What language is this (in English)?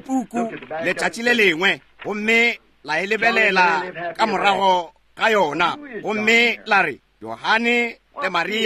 Northern Sotho